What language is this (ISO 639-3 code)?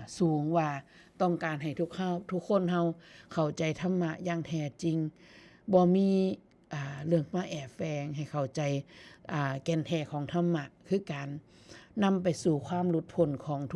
tts